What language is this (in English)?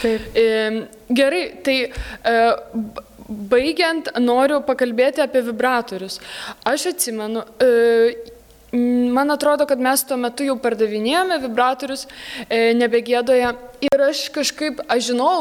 Lithuanian